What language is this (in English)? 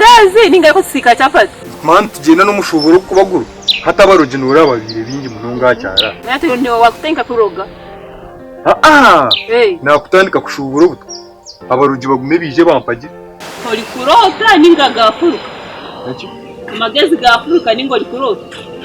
Nyankole